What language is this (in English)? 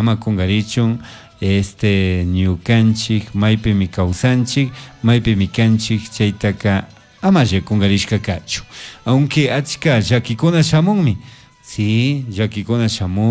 Chimborazo Highland Quichua